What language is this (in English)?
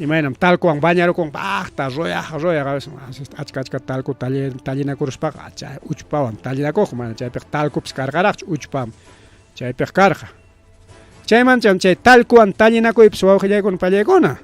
Ayacucho Quechua